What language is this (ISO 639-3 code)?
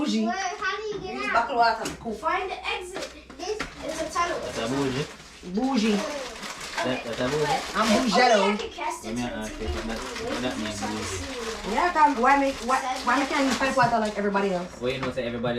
jam